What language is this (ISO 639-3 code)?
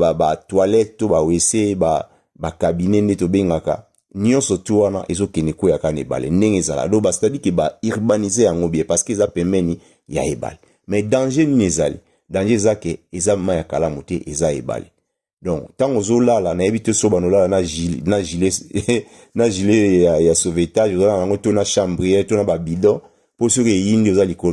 lin